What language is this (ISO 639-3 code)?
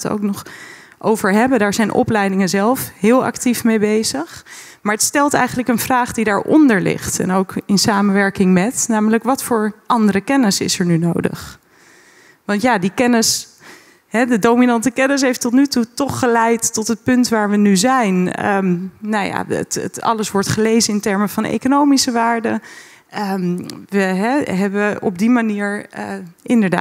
nld